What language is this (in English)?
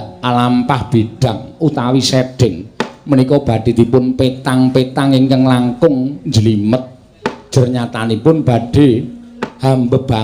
Javanese